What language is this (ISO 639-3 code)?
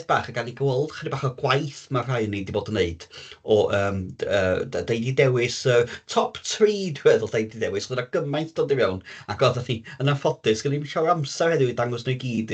cym